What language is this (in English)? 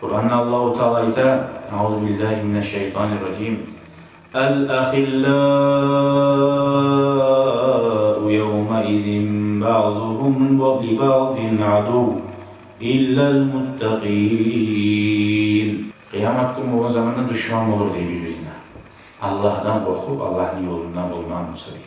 Kumyk